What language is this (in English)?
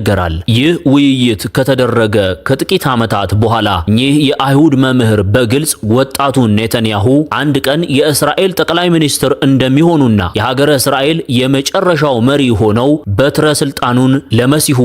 Amharic